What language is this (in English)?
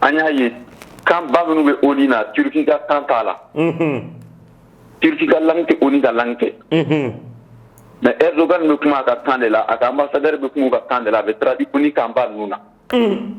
Bambara